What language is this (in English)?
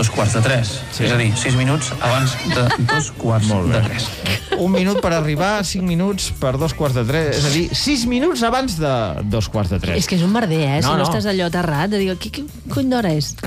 Catalan